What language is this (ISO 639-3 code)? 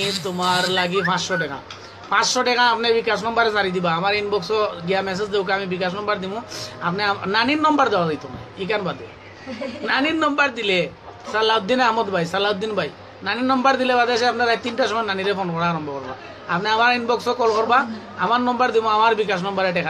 syl